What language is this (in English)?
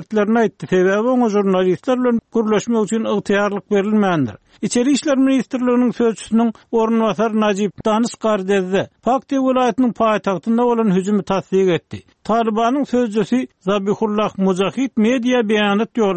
Turkmen